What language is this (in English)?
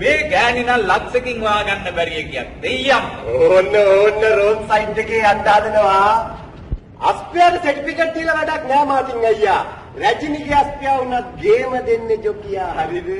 Sinhala